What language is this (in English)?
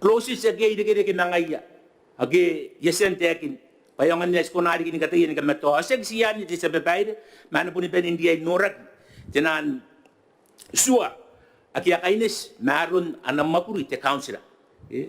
Gilbertese